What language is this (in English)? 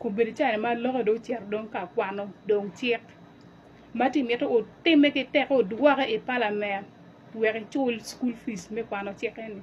Acoli